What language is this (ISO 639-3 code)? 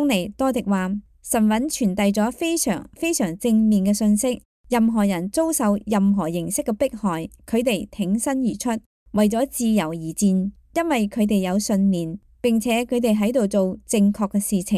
yue